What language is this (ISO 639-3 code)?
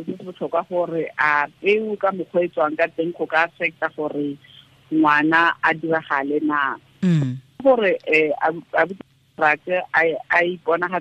tsn